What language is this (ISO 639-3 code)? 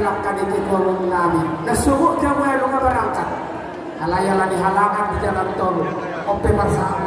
bbc